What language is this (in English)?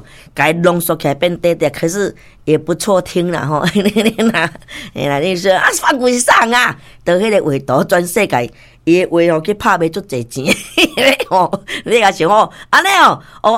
Min Nan Chinese